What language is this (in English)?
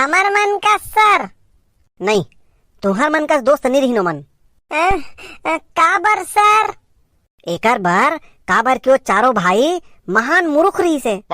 Chhattisgarhi